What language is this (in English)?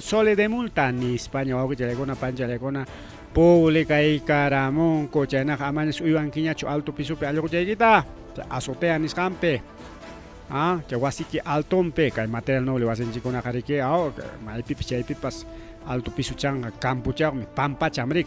Ayacucho Quechua